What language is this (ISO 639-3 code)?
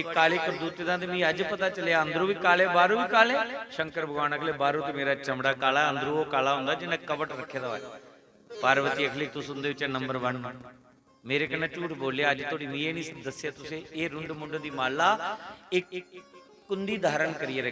doi